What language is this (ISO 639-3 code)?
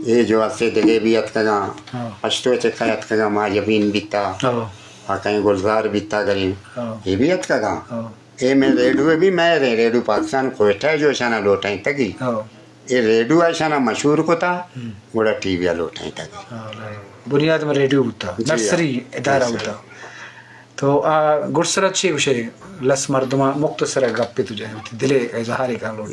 bgp